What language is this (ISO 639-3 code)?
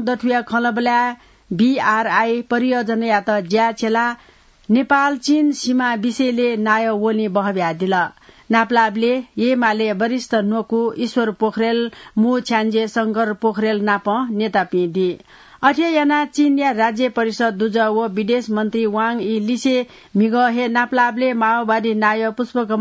new